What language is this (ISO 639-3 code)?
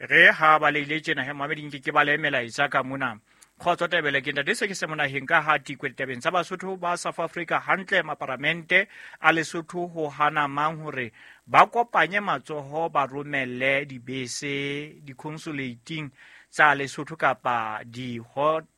sot